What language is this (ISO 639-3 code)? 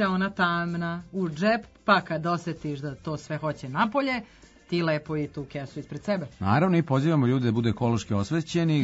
srp